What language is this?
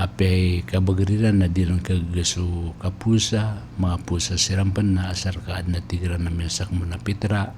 Maranao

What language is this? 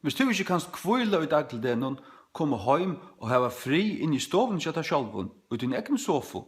Faroese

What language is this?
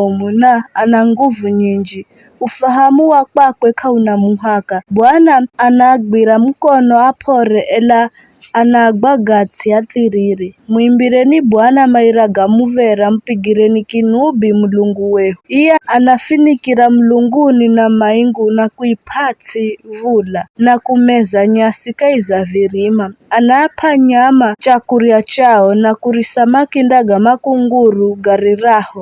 Giryama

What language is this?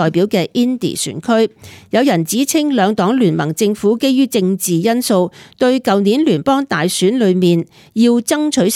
Cantonese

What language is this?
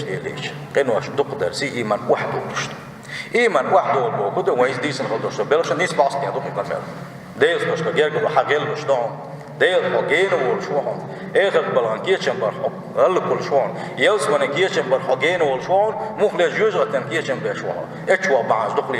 Chechen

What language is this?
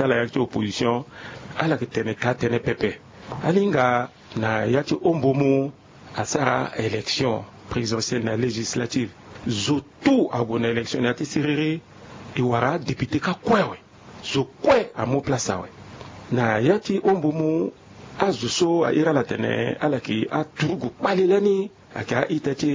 Sango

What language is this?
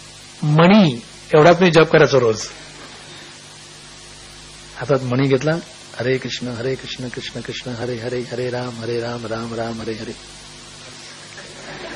Marathi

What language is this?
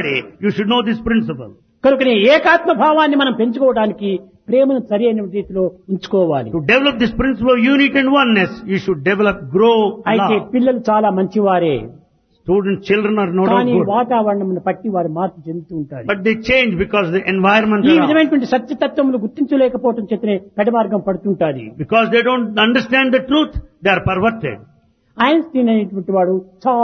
Telugu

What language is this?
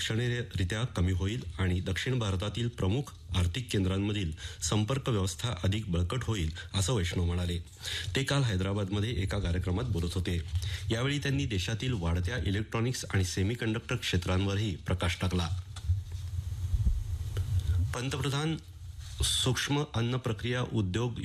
Marathi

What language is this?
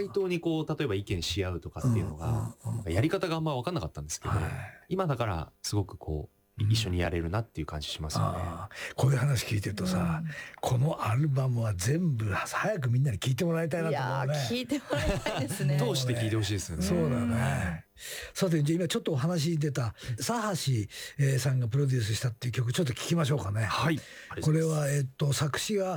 Japanese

